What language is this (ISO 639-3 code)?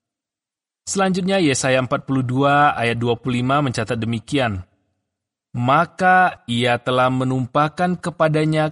ind